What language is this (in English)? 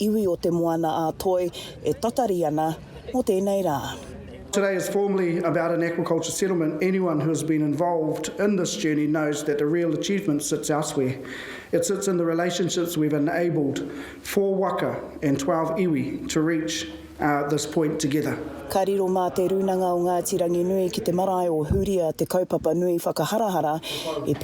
Māori